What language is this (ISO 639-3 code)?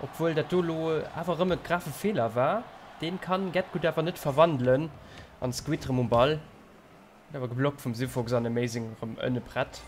ltz